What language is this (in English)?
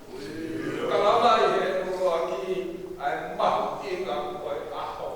Tongan